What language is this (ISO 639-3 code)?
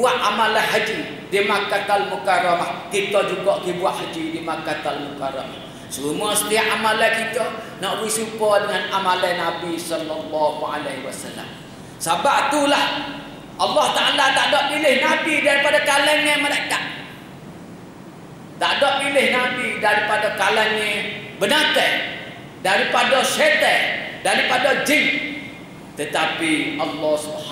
msa